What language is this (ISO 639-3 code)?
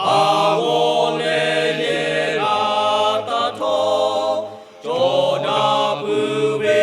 lhu